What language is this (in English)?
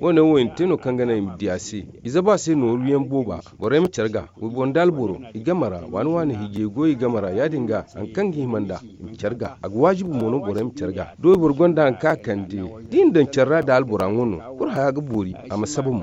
Zarma